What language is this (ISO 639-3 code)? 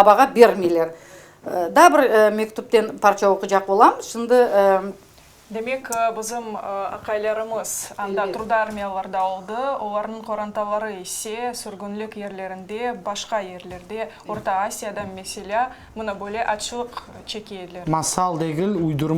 crh